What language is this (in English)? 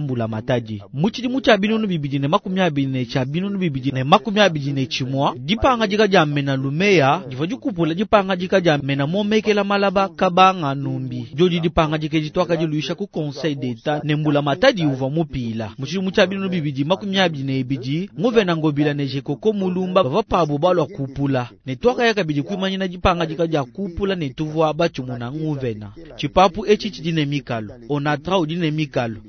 Luba-Lulua